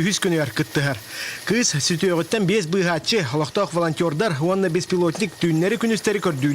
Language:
Yakut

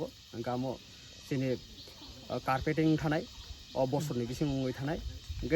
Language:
Kok Borok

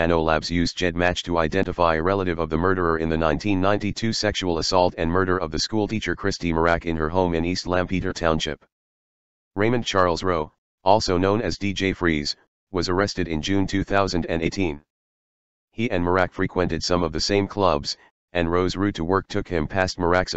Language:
English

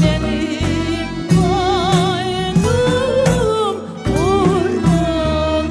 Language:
Crimean Tatar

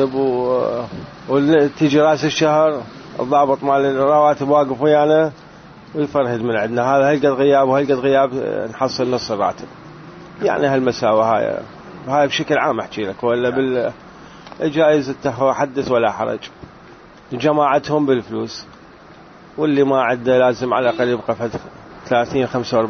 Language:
Mesopotamian Arabic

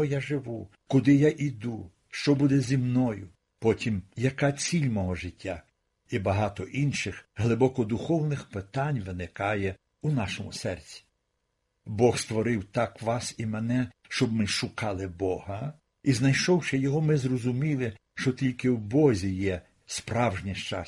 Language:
Ukrainian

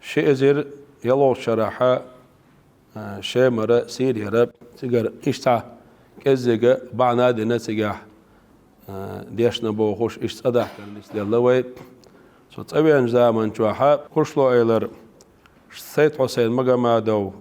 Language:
Chechen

